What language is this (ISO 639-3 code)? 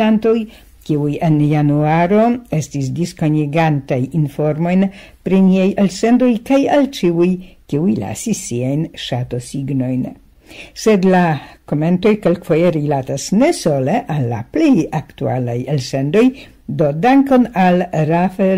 epo